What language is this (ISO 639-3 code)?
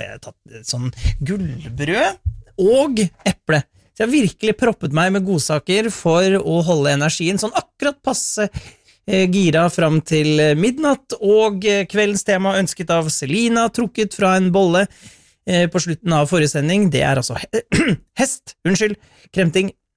nor